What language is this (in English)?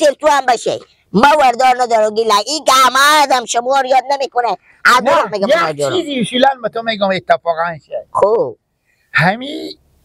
Persian